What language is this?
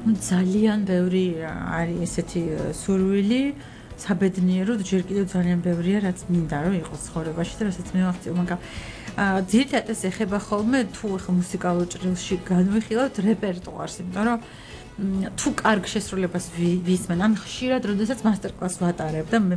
Georgian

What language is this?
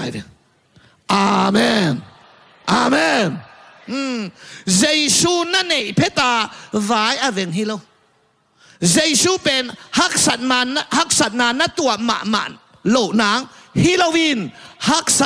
Tedim Chin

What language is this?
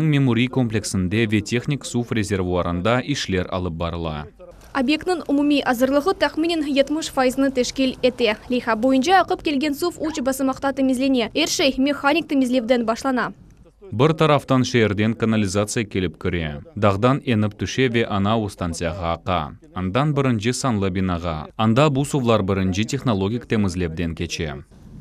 Crimean Tatar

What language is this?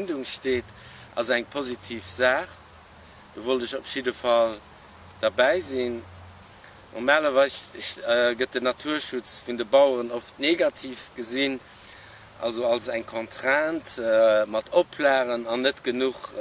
Luxembourgish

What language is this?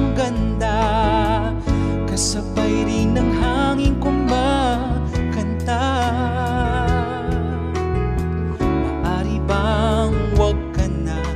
Filipino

